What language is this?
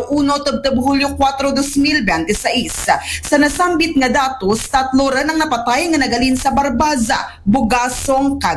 Aklanon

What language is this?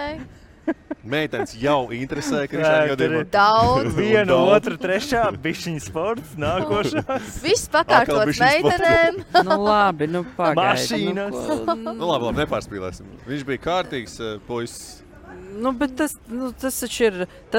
Latvian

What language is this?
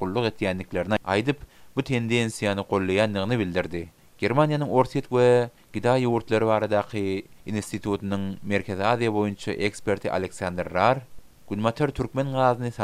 Turkmen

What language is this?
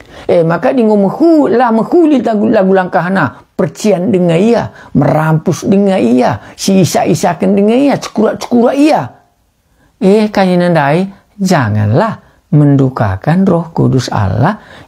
Batak Karo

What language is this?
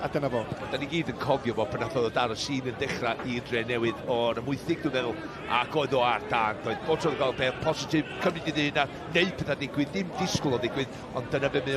Welsh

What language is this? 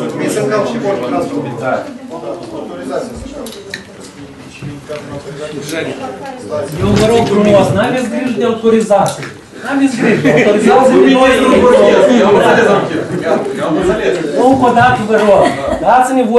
Romanian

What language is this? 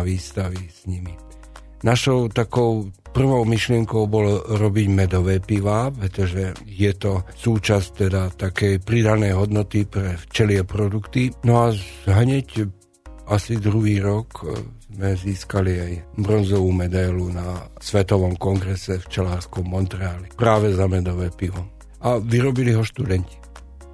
Slovak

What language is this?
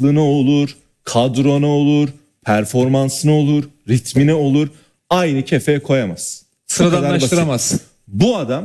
Turkish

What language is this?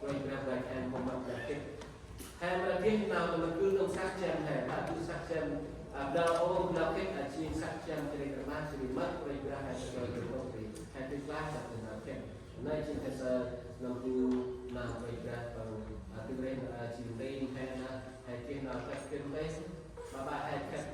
Central Mnong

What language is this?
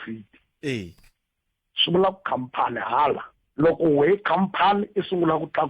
Tsonga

